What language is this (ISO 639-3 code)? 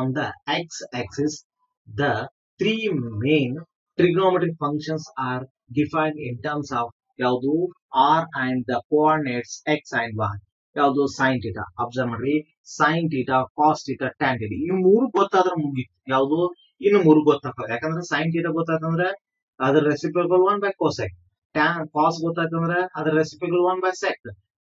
kan